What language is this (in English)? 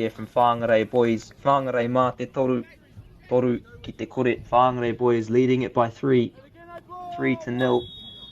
Māori